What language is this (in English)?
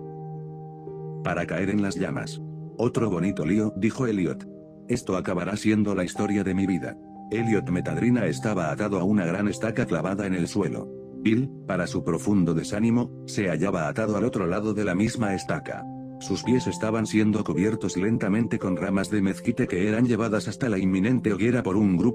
Spanish